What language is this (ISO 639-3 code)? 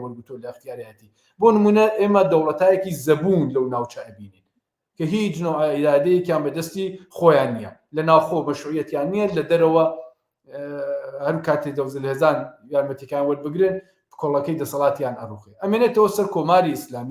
ckb